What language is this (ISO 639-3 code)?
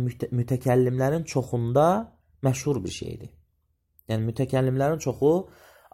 aze